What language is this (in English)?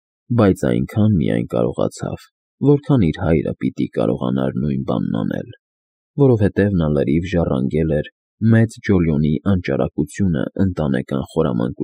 Armenian